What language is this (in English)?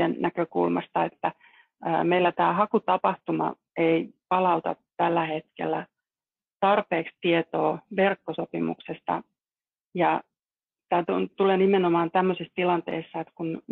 Finnish